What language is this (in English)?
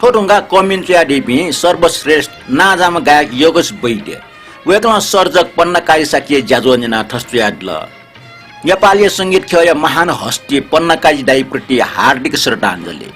Newari